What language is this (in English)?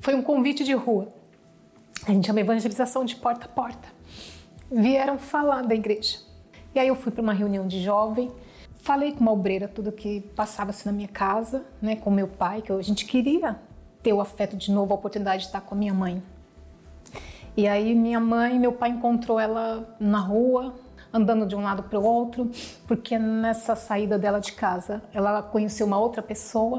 Portuguese